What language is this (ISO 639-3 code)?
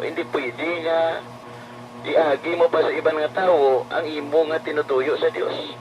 hil